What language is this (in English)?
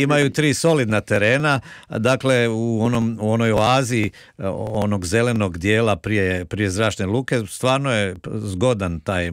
Croatian